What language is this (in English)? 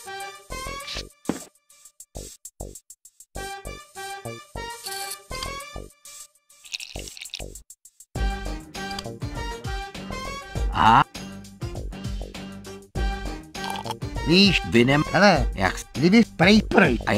Czech